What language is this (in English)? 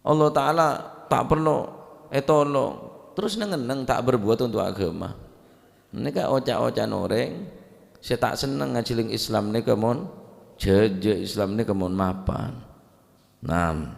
Madurese